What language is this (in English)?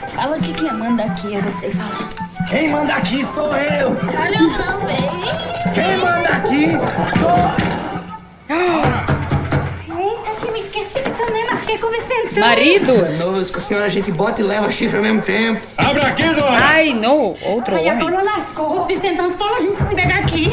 Portuguese